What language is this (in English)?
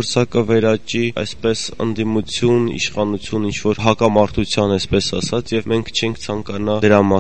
Armenian